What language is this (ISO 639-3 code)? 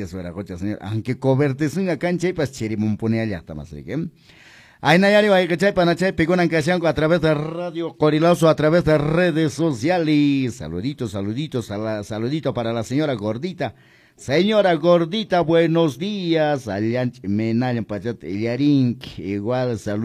que